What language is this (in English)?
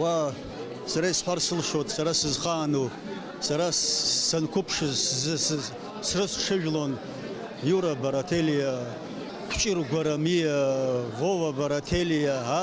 Abkhazian